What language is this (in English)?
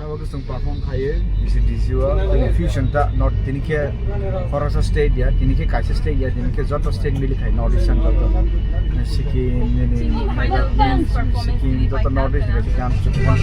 Kok Borok